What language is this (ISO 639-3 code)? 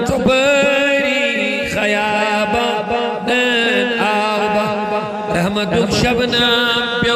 kas